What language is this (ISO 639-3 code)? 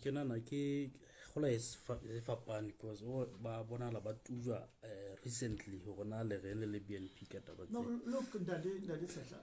sot